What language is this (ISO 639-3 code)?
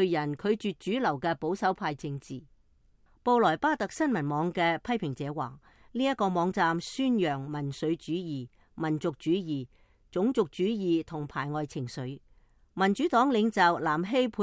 yue